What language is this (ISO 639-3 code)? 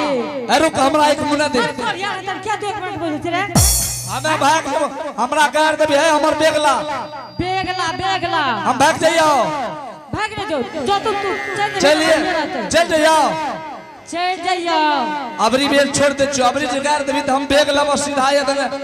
anp